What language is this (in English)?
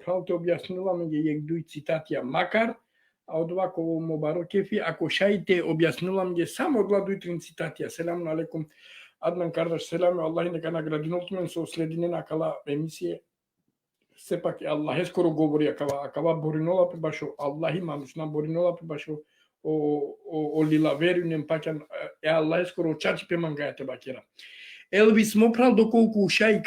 Balkan Romani